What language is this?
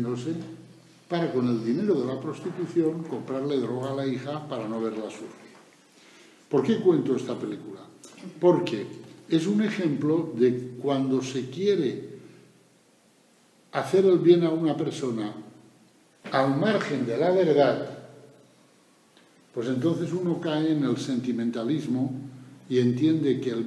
Spanish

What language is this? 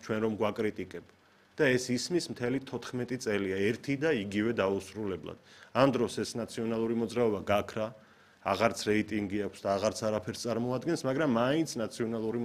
Georgian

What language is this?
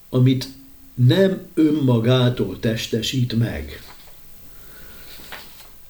Hungarian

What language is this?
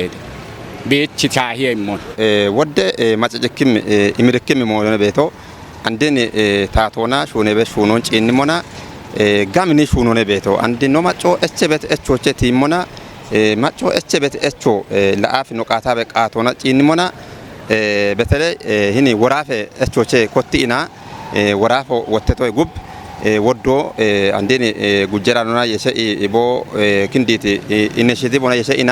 Kafa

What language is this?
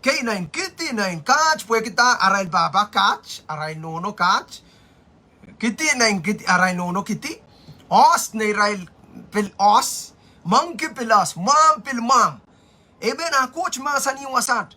Pohnpeian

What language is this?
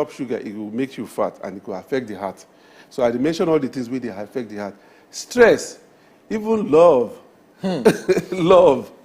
Nigerian Pidgin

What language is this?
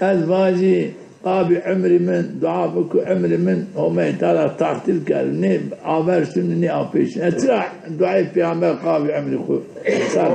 Zaza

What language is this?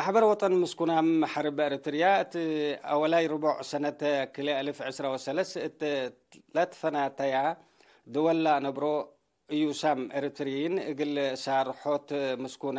Tigre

